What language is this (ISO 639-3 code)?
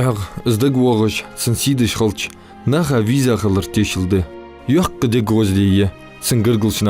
inh